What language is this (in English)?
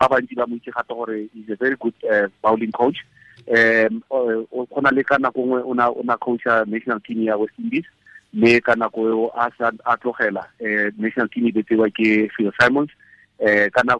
Tswana